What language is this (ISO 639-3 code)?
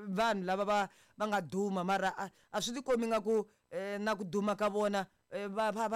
tso